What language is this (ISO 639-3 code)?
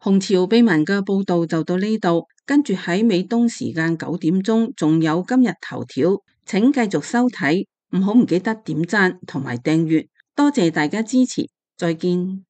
yue